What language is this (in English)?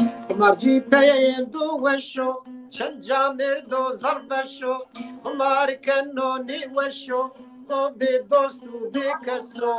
Zaza